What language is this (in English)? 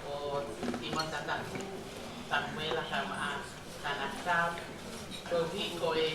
Tongan